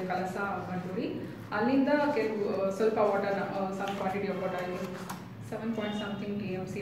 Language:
Kannada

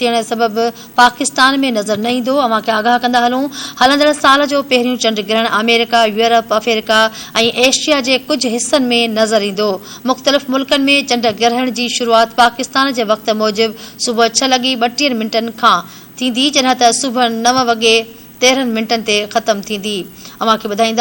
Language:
Sindhi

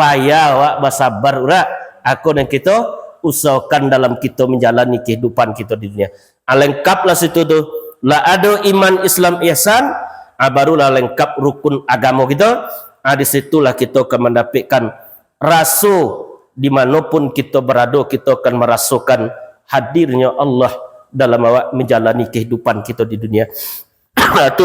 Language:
Minangkabau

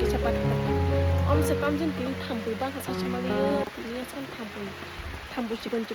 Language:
Kok Borok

